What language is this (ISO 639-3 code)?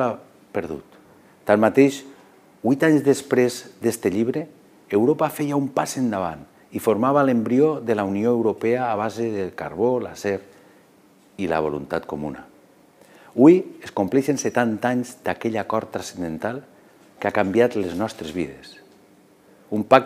cat